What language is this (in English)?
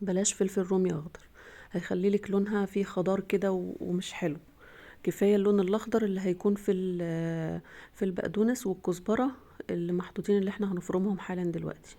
Egyptian Arabic